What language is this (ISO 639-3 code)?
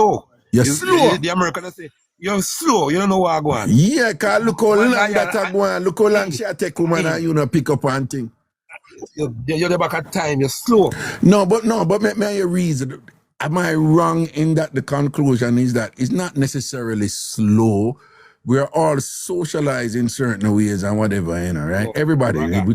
jam